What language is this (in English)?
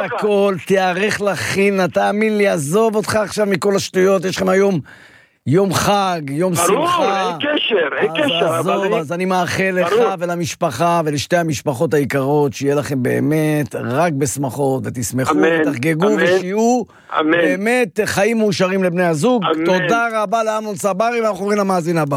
Hebrew